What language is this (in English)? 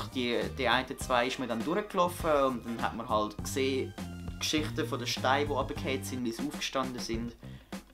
Swiss German